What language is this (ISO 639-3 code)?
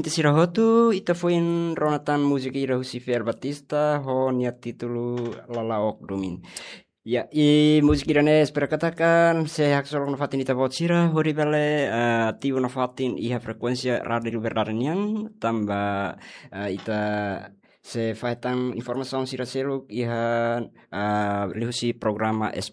tet